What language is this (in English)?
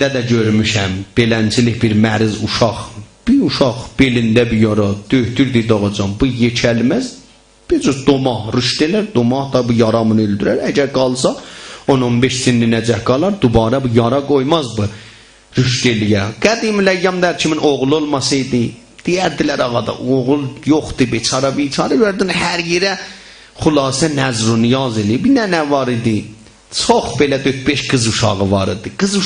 South Azerbaijani